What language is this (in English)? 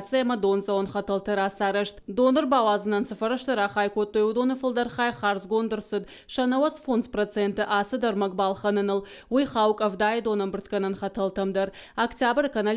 Ossetic